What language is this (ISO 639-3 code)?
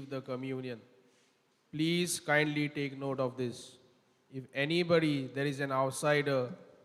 kok